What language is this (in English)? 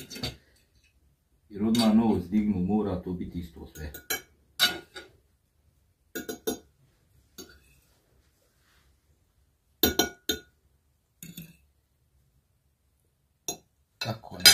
Croatian